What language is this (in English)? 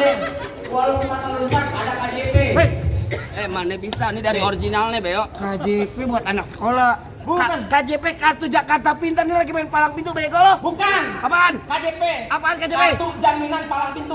Betawi